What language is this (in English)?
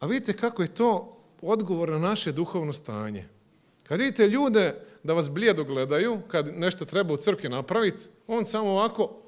Croatian